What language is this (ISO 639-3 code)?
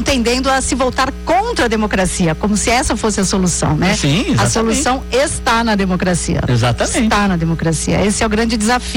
por